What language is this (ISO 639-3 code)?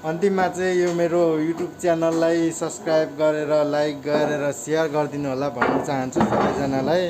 nep